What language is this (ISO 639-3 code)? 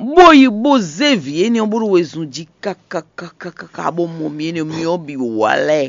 fon